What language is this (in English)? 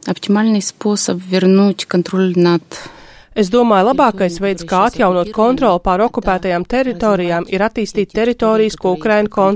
Latvian